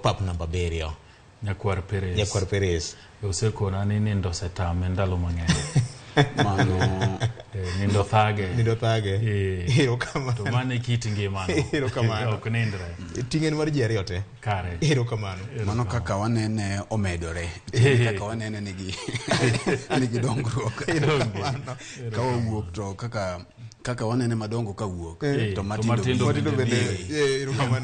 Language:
Luo (Kenya and Tanzania)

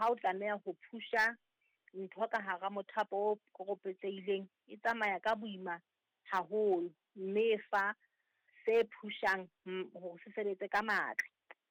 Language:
Southern Sotho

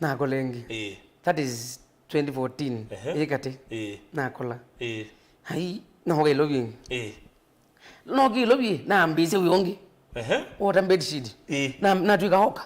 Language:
Kamba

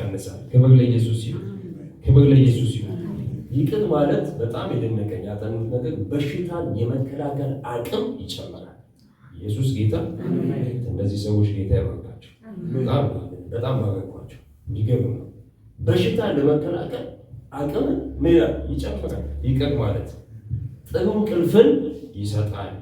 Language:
Amharic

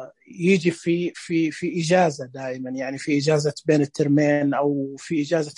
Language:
Najdi Arabic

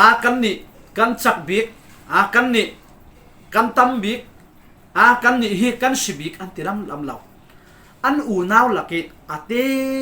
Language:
Falam Chin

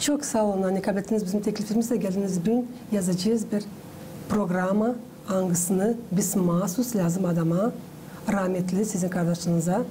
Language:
Gagauz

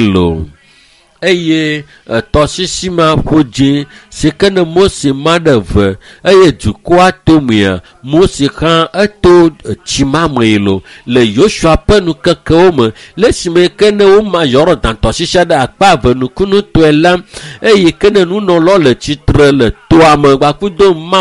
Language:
Ewe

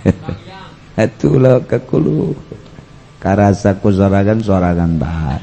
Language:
Sundanese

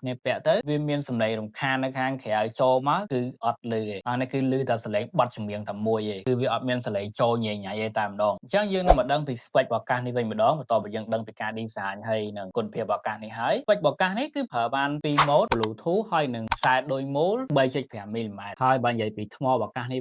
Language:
Khmer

